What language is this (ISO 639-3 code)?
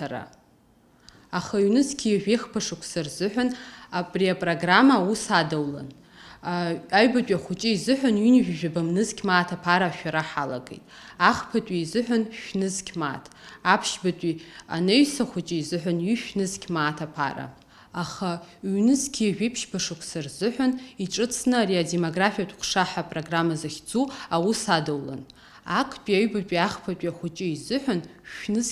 abk